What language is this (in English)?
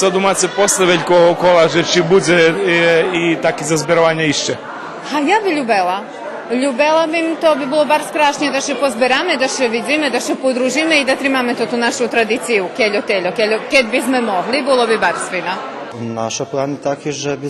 Rusyn